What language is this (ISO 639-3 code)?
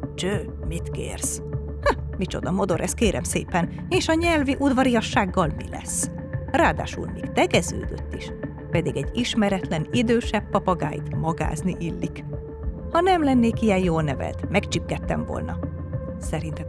hun